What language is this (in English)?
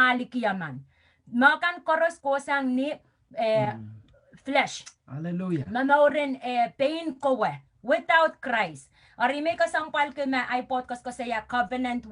Pohnpeian